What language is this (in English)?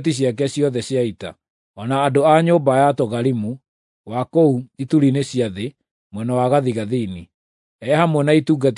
Kikuyu